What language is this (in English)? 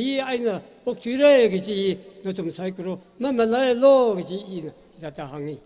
Tangkhul Naga (India)